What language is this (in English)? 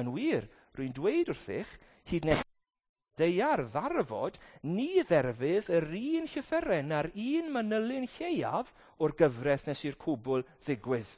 Welsh